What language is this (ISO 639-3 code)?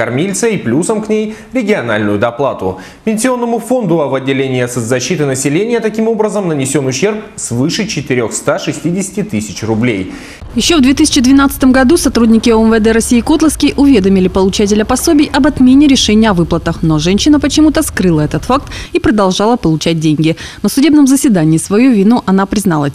rus